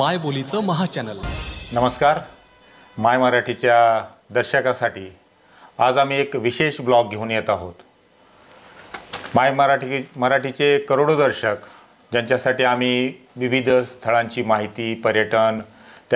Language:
Marathi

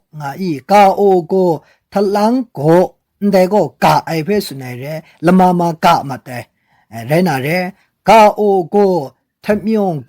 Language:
Kachin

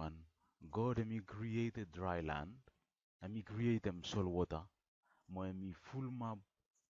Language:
Bislama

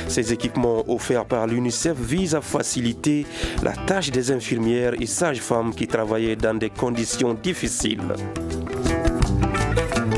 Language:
French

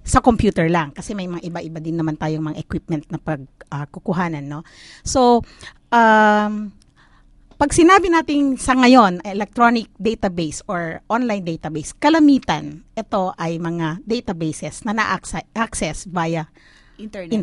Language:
Filipino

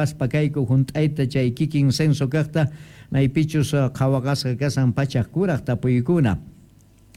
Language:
South Bolivian Quechua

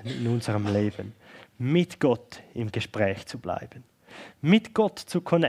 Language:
Swiss German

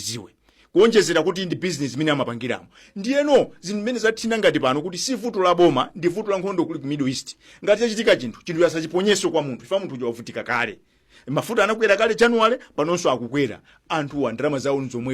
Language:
Nyanja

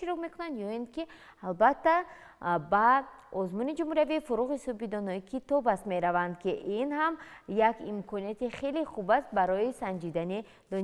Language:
Tajik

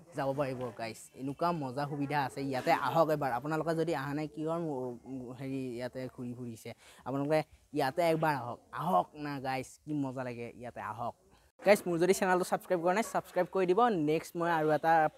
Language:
Assamese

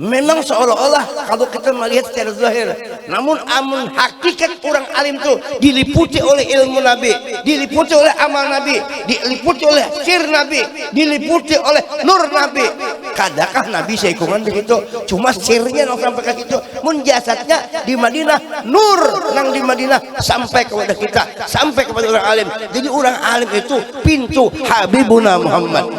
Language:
Banjar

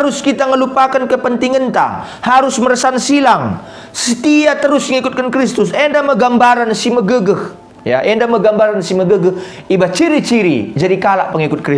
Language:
Batak Karo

